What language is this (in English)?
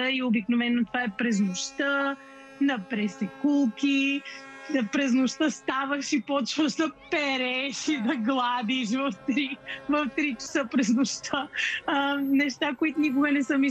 Bulgarian